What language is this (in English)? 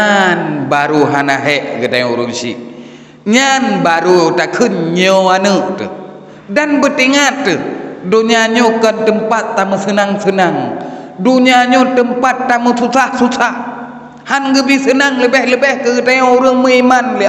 Achinese